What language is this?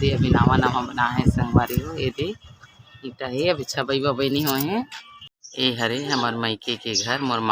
Chhattisgarhi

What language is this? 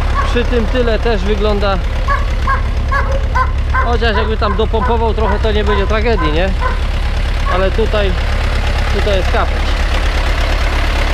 Polish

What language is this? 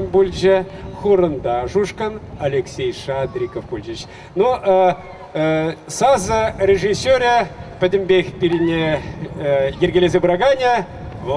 Chuvash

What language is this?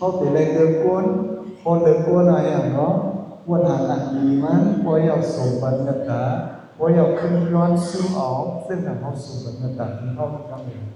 Shan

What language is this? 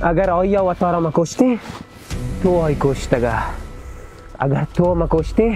Baluchi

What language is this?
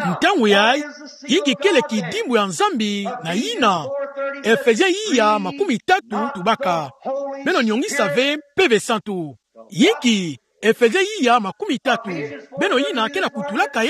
Kituba (Democratic Republic of Congo)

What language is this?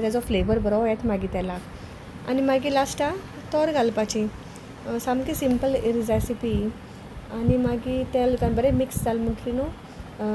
Konkani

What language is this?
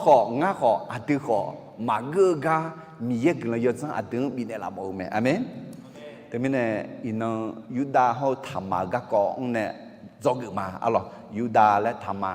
Akha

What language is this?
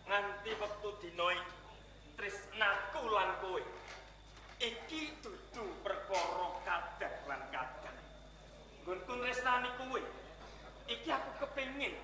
Javanese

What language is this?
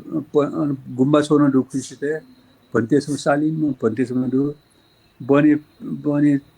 Newari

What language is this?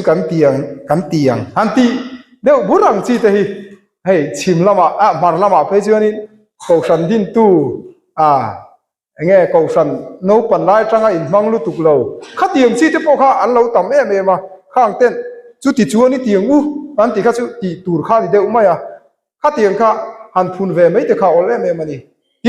Mizo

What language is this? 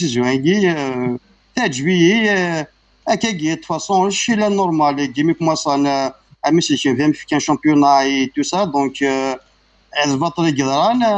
Kabyle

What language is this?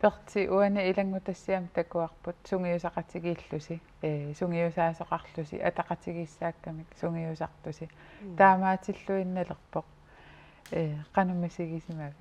Kalaallisut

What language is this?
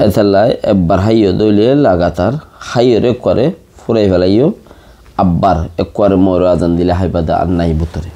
Rohingya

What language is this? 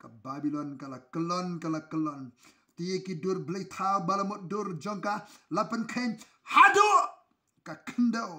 Khasi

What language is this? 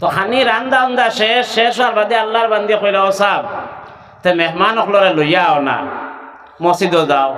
Sylheti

